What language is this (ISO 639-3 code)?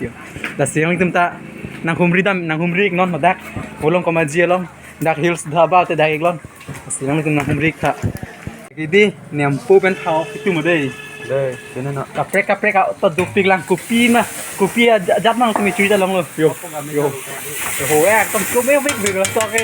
mjw